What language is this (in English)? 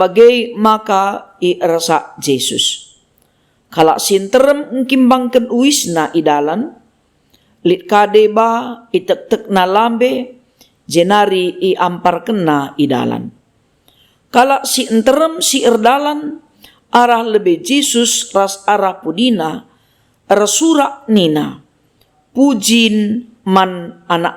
Batak Karo